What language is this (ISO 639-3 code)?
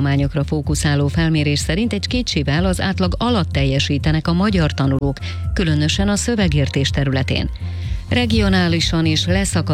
hun